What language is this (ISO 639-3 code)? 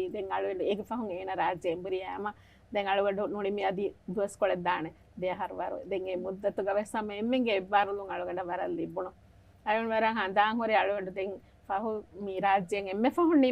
div